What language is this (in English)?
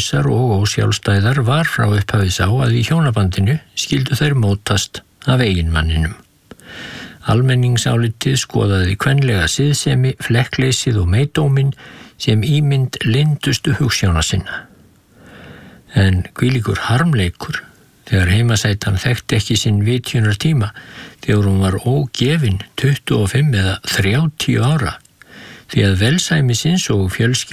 Icelandic